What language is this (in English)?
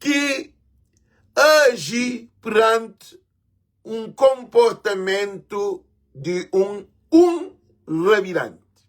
Kabuverdianu